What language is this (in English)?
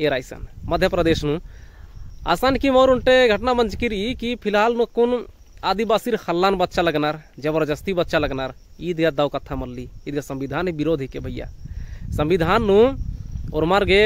Kurukh